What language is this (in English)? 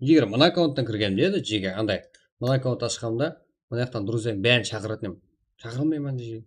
Kara-Kalpak